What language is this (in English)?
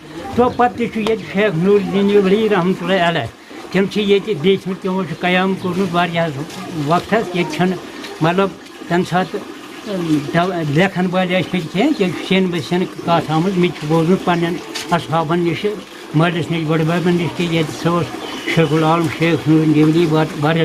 Kashmiri